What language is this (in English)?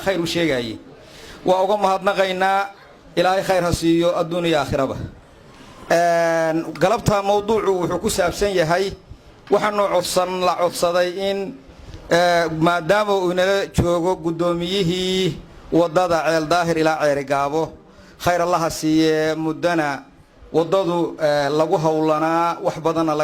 Somali